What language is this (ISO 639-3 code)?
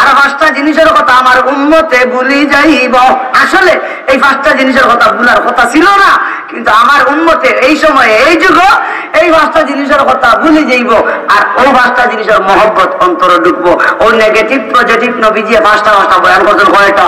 syl